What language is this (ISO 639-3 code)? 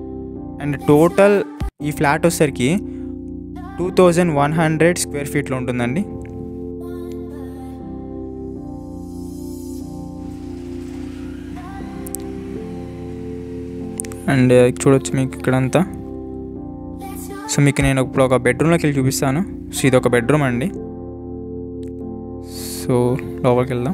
tel